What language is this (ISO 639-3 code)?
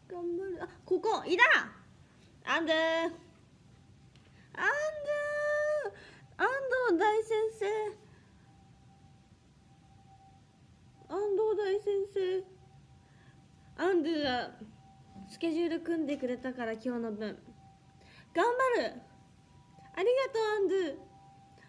jpn